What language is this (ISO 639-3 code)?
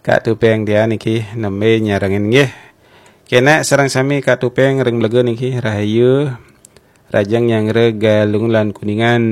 ban